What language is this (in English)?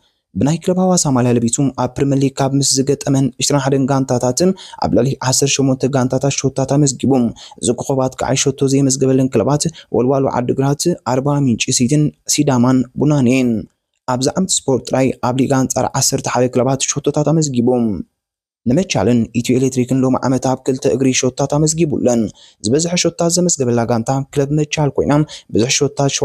Tigrinya